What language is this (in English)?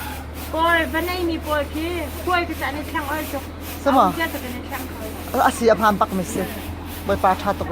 Hakha Chin